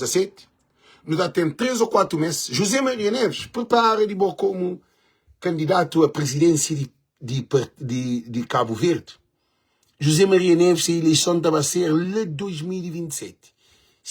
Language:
Kabuverdianu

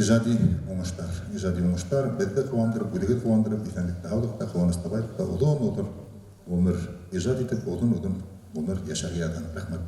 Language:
Bashkir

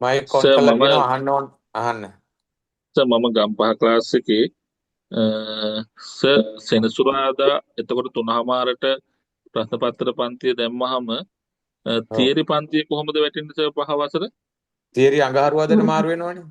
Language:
Sinhala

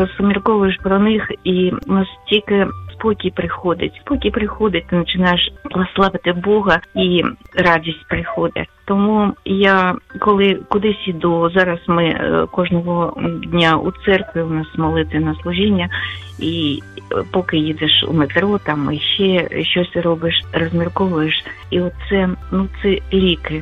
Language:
Ukrainian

